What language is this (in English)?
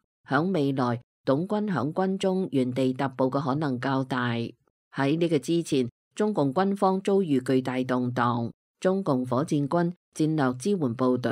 Cantonese